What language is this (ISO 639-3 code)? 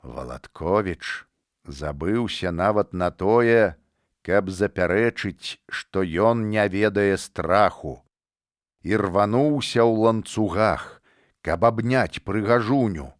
bel